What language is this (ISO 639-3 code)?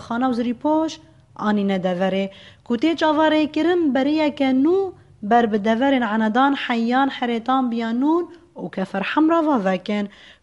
kur